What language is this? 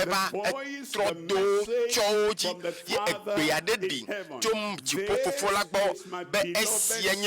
Ewe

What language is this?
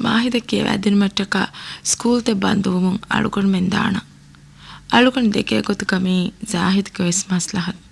Divehi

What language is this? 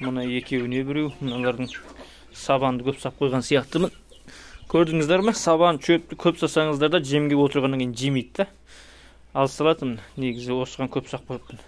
Kazakh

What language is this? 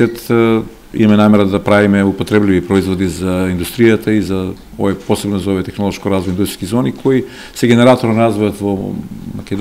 Macedonian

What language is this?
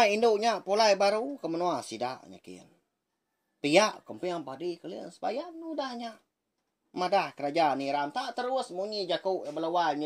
Iban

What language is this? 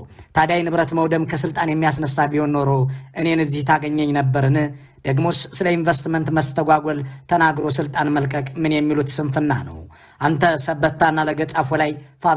Amharic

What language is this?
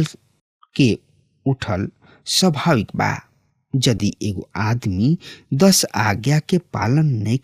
Bhojpuri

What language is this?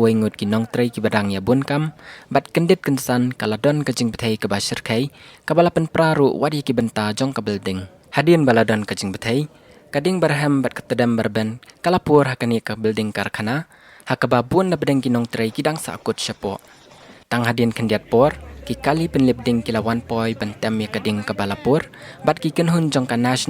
Khasi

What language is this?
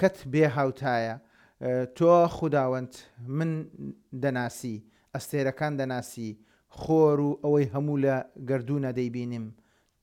Central Kurdish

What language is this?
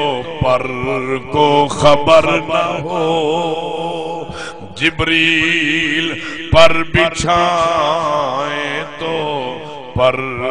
Saraiki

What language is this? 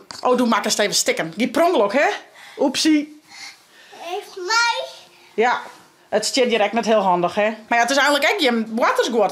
Western Frisian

